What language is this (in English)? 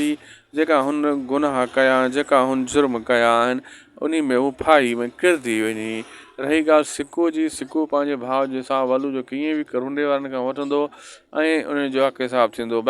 Sindhi